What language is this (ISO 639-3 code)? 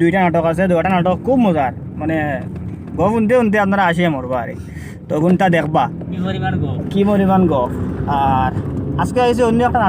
syl